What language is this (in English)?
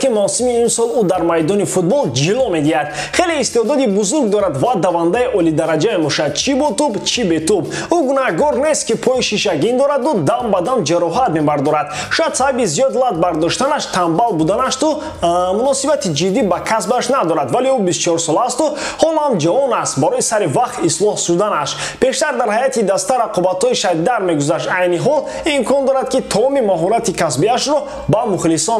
Tajik